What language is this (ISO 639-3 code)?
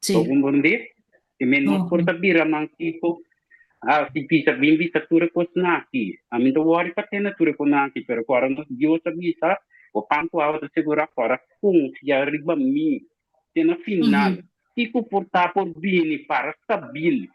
pap